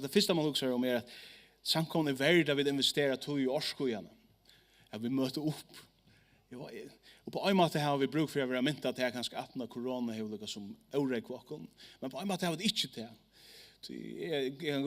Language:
Faroese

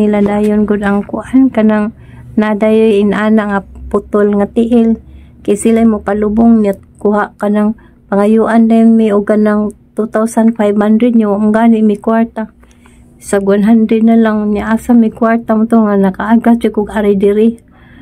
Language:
Cebuano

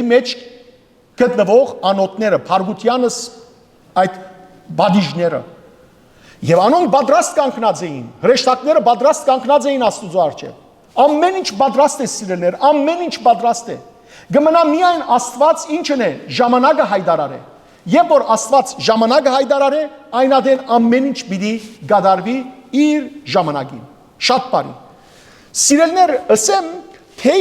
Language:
Western Armenian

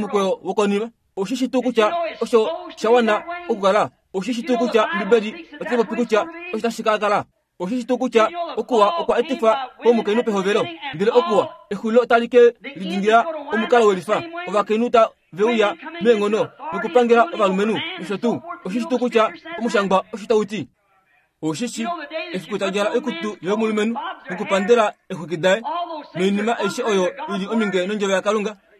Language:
Kuanyama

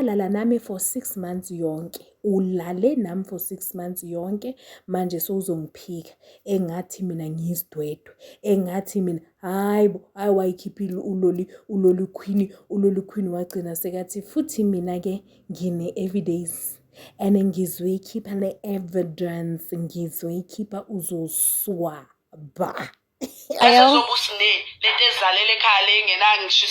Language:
Zulu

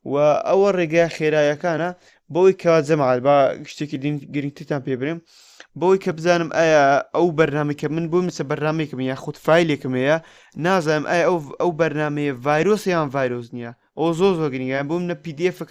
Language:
Central Kurdish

